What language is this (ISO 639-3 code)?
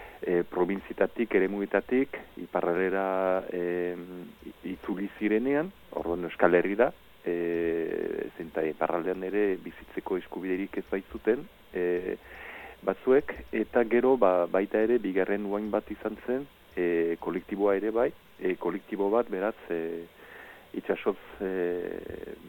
eus